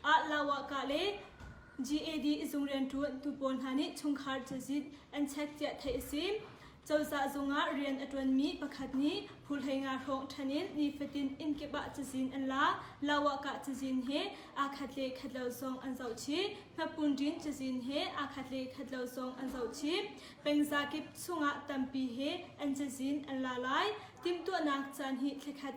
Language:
Hakha Chin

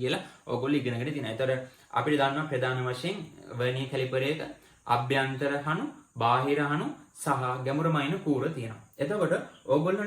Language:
Sinhala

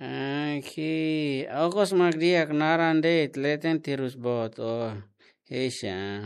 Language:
Tetum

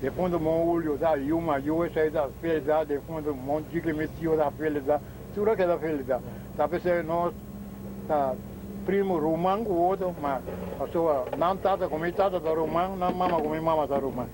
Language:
Papiamento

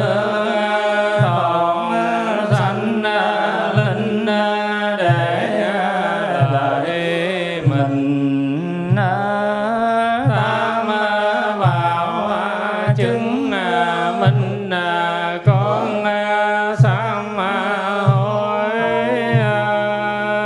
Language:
Vietnamese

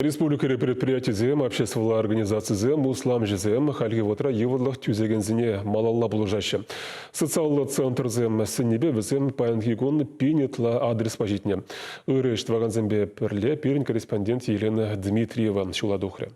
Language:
Chuvash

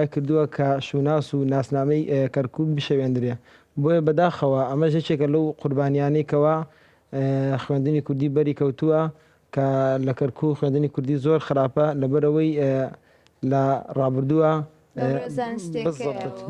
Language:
Central Kurdish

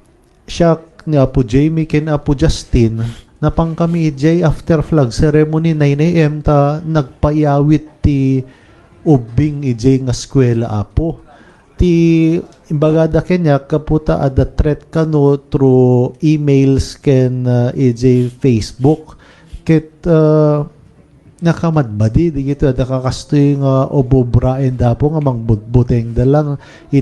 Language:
Iloko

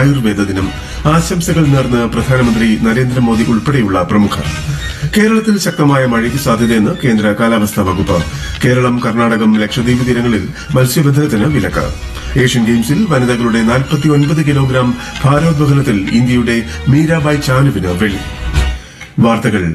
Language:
Malayalam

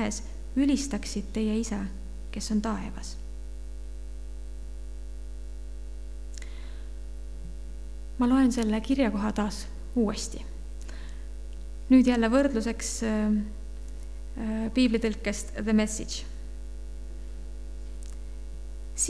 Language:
Estonian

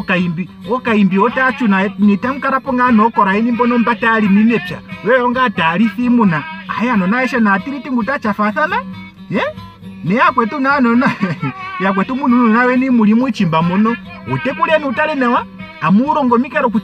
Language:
Ndonga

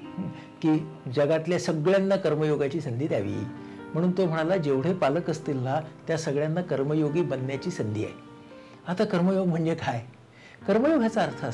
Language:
Marathi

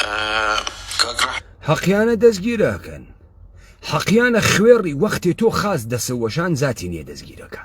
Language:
Central Kurdish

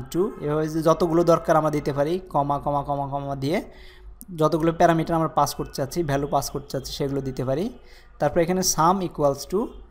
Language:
Bangla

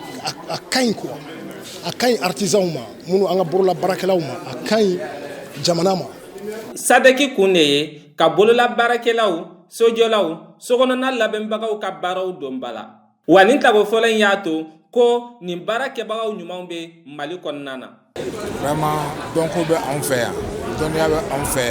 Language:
Bambara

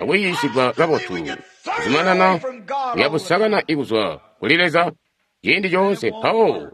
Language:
Tonga (Zambia)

